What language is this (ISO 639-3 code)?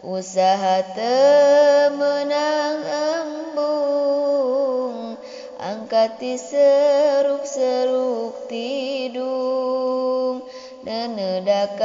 sun